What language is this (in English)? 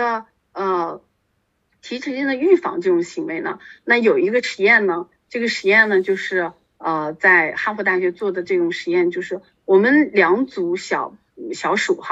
Chinese